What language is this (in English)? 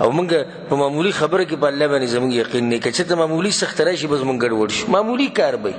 Pashto